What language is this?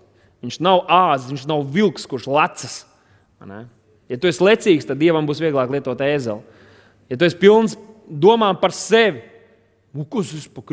Latvian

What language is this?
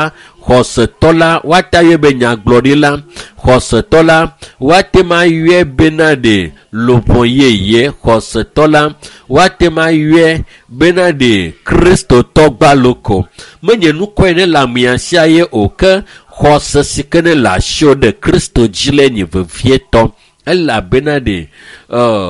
Ewe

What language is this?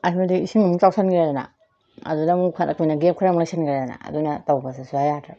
Manipuri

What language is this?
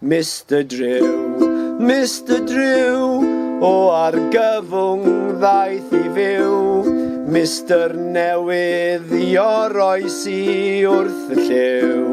Welsh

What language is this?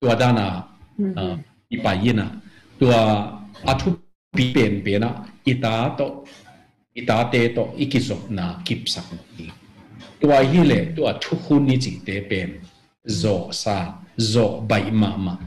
Tedim Chin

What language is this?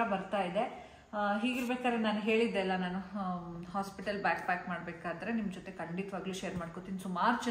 Kannada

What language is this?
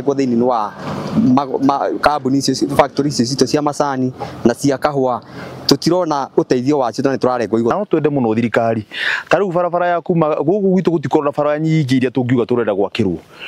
Kikuyu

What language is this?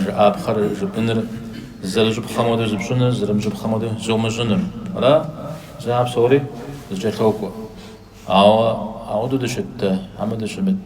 Kabardian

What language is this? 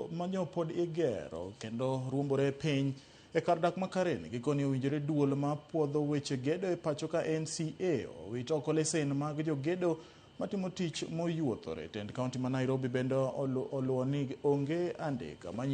Luo (Kenya and Tanzania)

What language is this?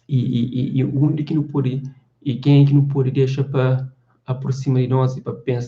Kabuverdianu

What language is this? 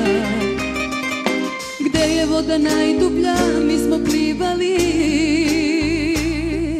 Serbian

